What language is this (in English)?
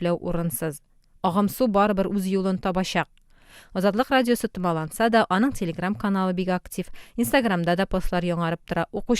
Tatar